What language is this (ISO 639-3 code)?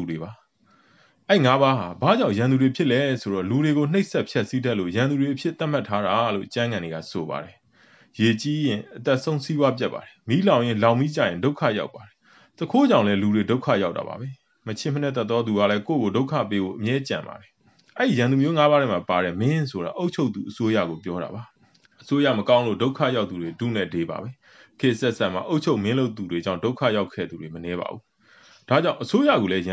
mya